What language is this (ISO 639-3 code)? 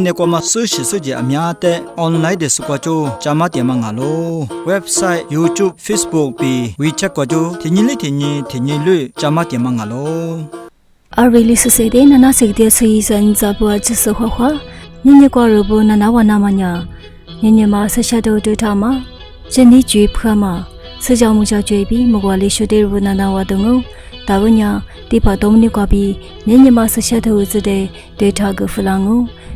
lis